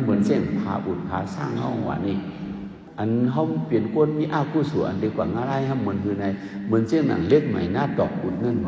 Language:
Shan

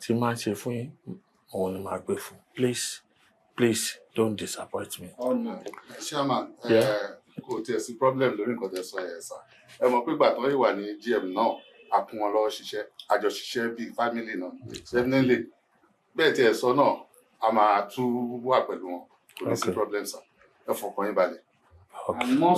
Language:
Yoruba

